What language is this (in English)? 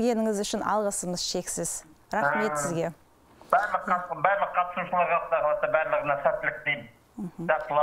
Kazakh